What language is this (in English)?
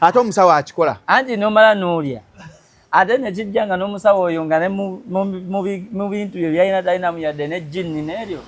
Ganda